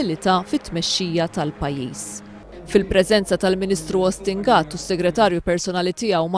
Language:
Maltese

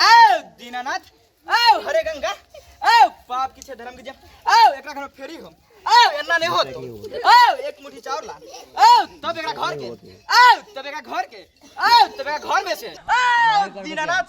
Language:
Maithili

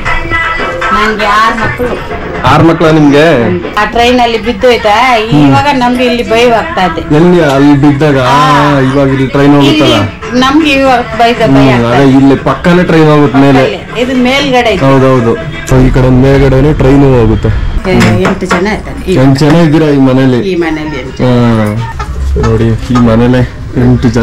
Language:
Kannada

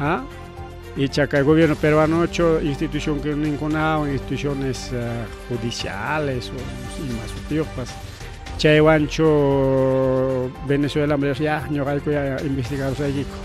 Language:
Ayacucho Quechua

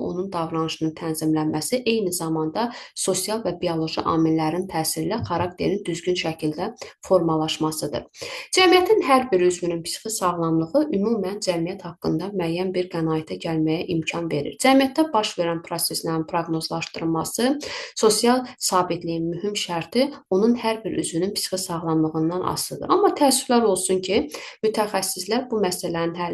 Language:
Azerbaijani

